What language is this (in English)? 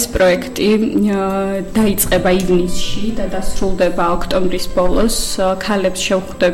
Georgian